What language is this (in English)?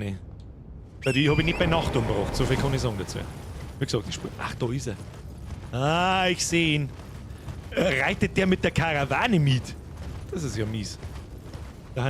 Bavarian